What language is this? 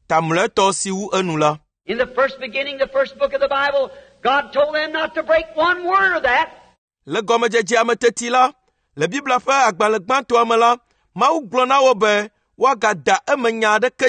Ewe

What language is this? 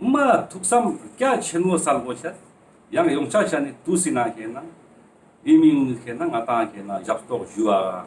Ladakhi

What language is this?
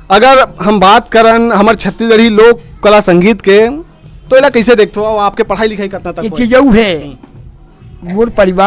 Chhattisgarhi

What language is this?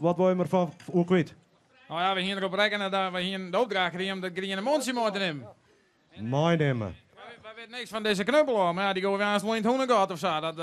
Western Frisian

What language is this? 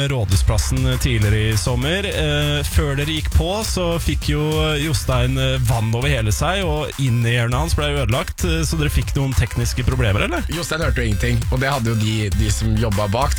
Norwegian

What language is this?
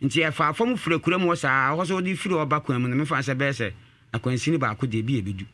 Akan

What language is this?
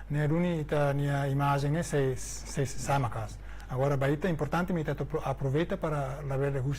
Tetum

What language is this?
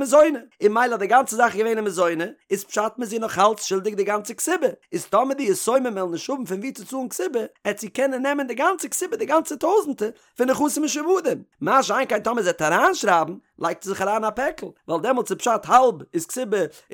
Yiddish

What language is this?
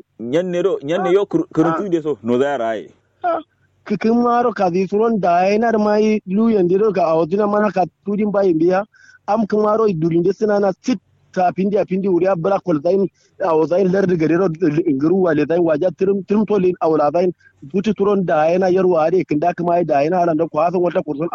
Kanuri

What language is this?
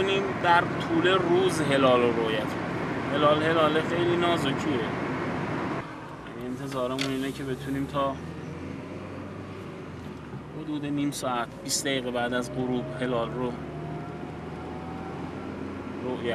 Persian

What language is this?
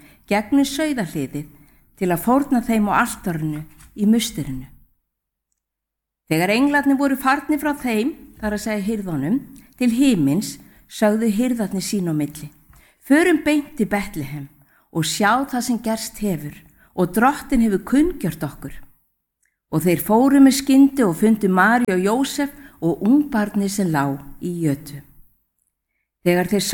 Icelandic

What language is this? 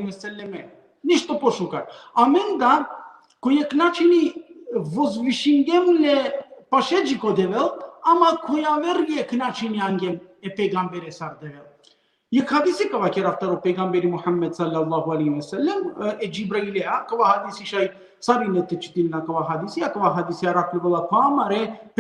Balkan Romani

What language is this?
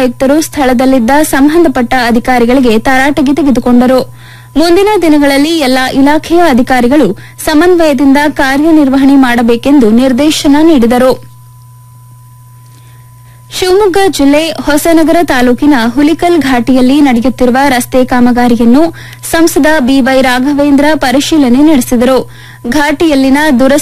Kannada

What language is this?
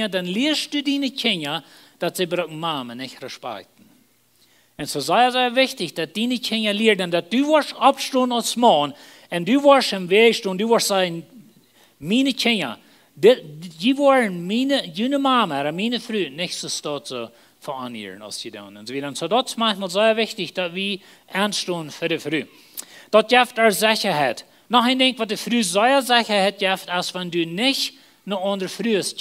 Plautdietsch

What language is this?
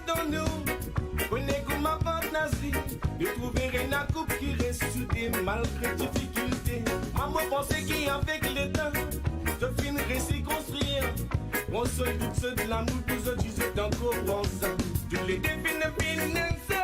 Morisyen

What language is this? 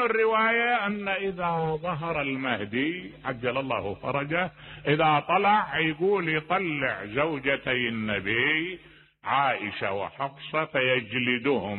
Mesopotamian Arabic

